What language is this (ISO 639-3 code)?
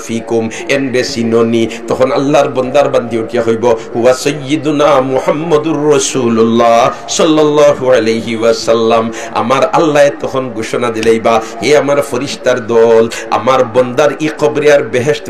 syl